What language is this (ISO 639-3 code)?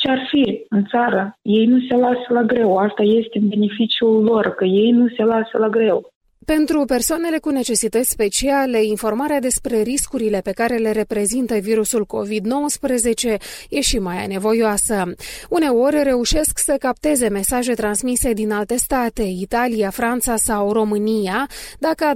ron